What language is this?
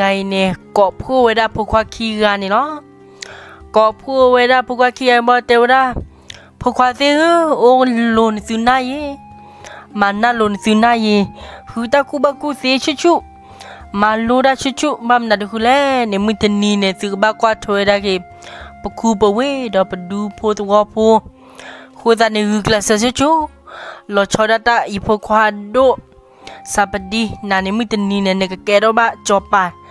S'gaw Karen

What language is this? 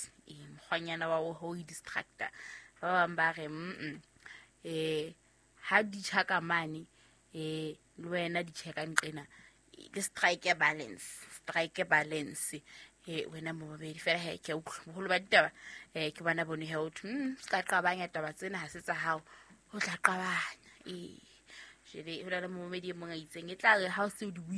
Southern Sotho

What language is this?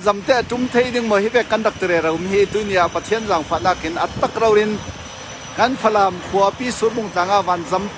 Falam Chin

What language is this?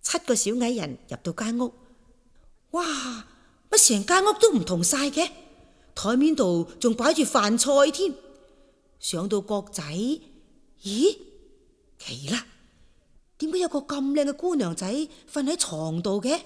Cantonese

